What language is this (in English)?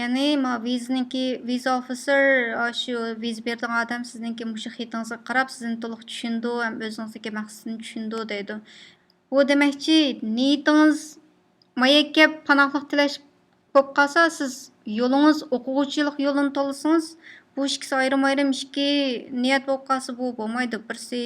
Uyghur